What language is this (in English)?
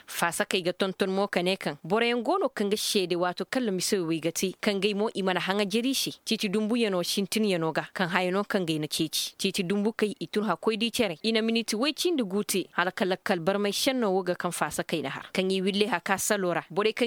Koyraboro Senni